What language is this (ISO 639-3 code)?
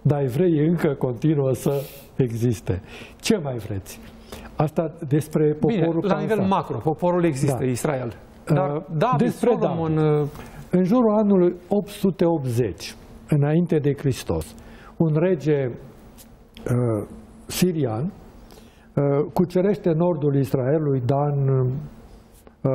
ron